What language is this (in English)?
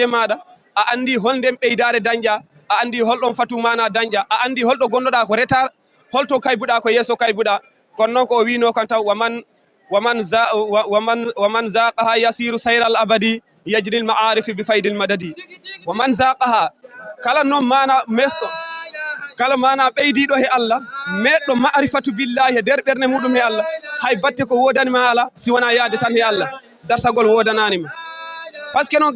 Fula